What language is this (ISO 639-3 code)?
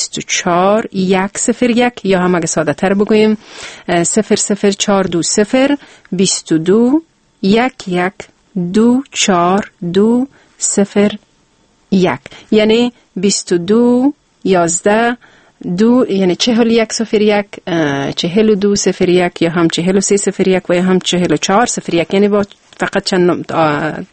fas